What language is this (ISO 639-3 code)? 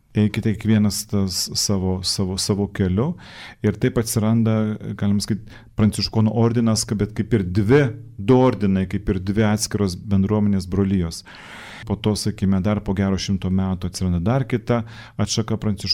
lit